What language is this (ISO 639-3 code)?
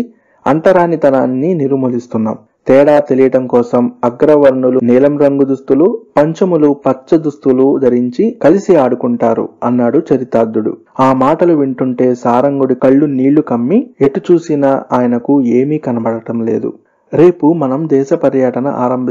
tel